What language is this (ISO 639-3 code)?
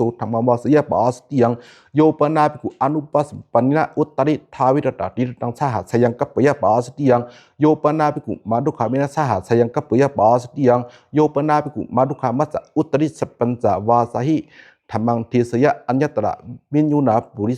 pli